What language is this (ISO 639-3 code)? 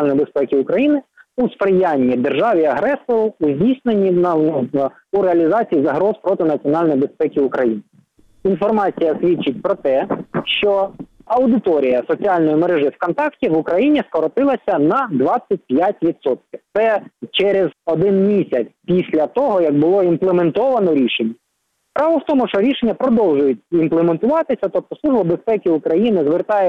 ukr